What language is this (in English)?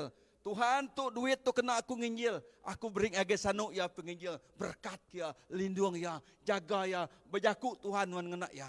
Iban